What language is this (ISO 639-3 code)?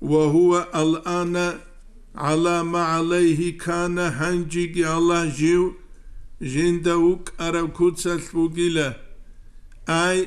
ava